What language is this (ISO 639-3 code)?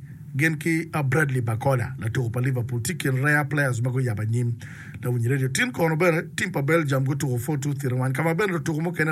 ach